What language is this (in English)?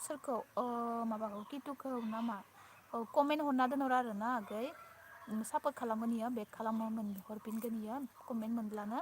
Bodo